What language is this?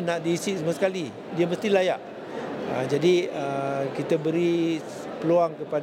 Malay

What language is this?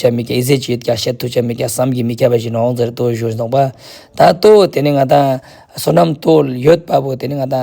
Ladakhi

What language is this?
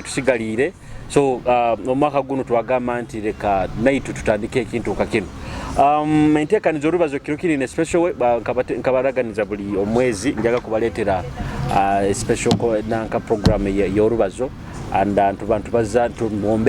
Nyoro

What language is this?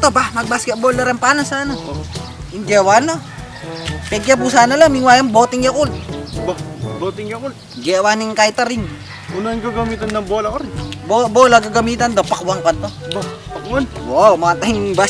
Pampanga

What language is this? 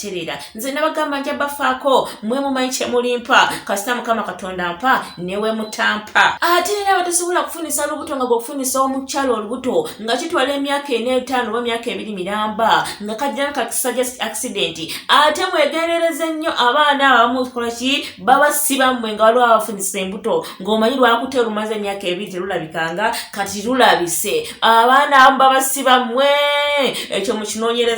Ganda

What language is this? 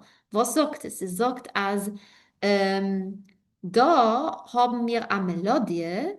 Yiddish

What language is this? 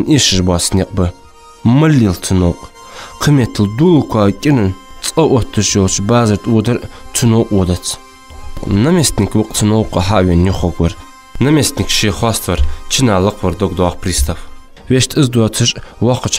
Ingush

